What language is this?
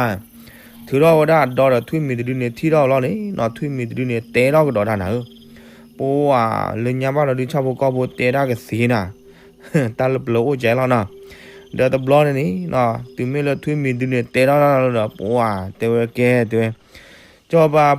S'gaw Karen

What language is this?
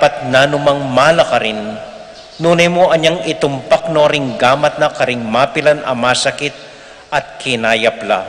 Pampanga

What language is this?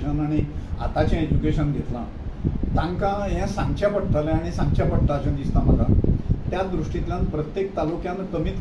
Konkani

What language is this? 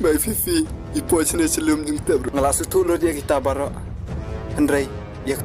Khasi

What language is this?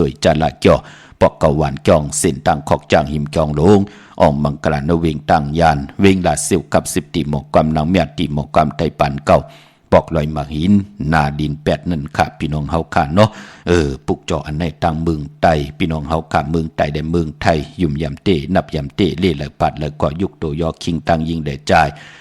Shan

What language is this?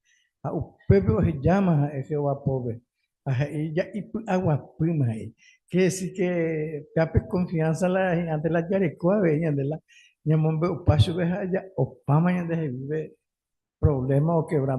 Guarani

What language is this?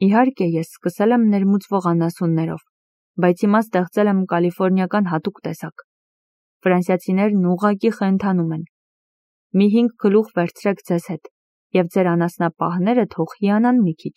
Armenian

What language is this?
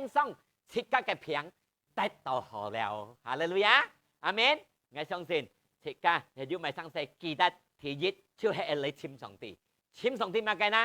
Hakka Chinese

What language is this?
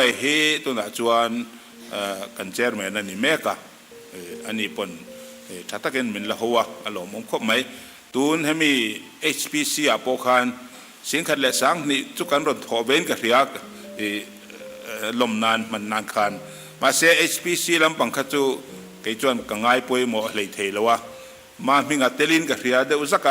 Mizo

